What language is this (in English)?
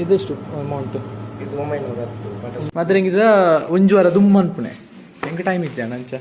Tulu